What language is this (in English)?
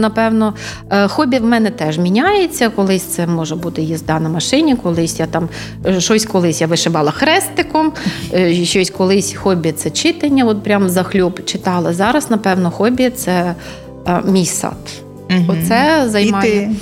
Ukrainian